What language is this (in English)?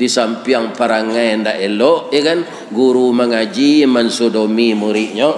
Minangkabau